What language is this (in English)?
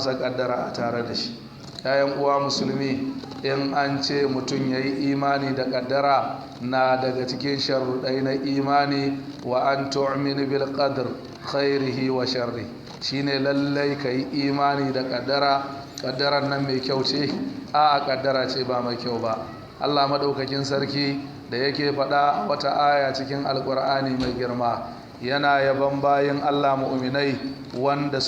Hausa